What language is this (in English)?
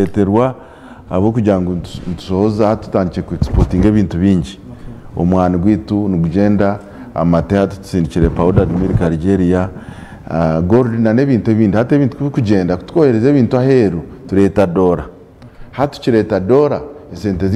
Nyankole